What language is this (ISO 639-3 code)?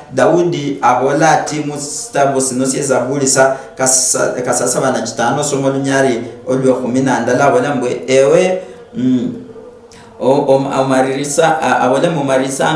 luy